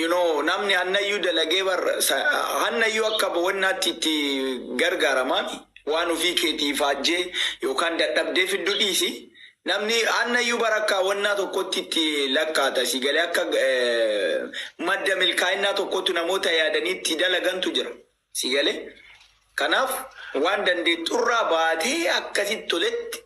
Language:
Oromo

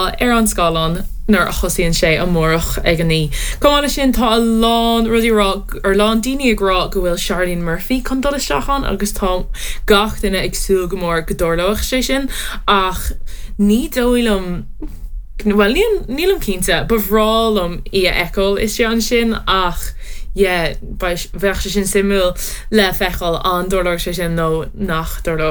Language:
Irish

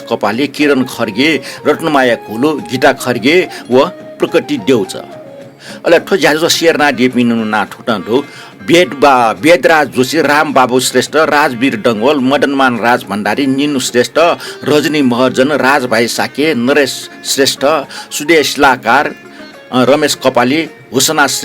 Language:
Newari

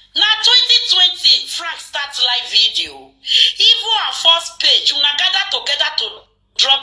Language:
Nigerian Pidgin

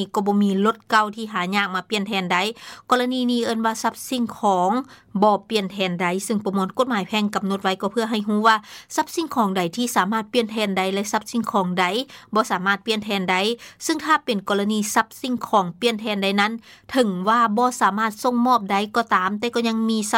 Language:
Lao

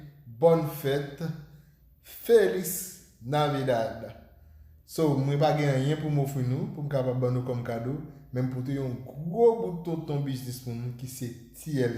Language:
Haitian Creole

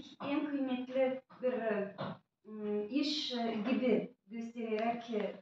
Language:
Gagauz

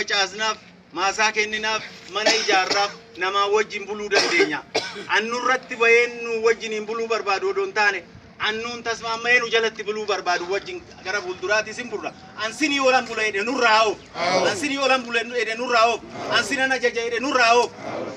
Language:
Oromo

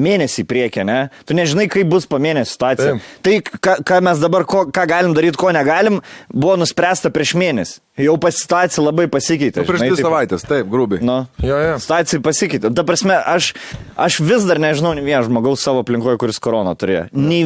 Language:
Lithuanian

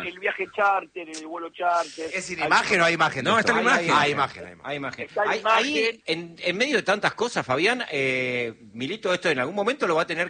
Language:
Spanish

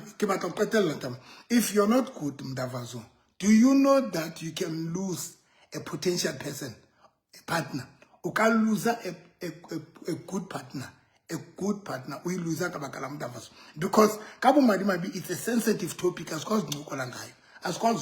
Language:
Southern Sotho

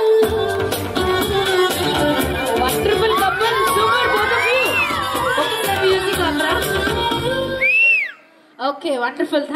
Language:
Telugu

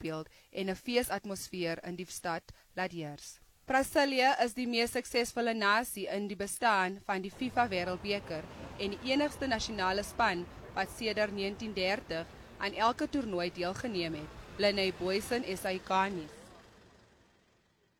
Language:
Afrikaans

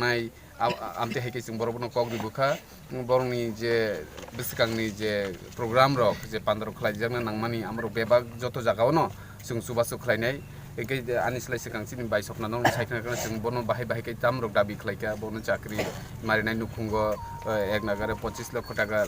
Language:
Kok Borok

